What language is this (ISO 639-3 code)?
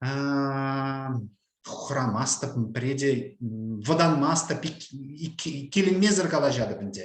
chv